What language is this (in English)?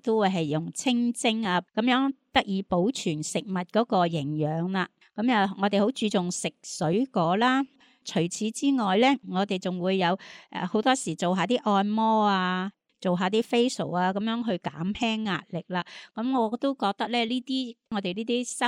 Cantonese